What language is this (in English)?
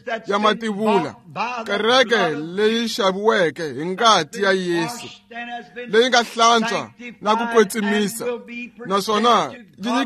Tsonga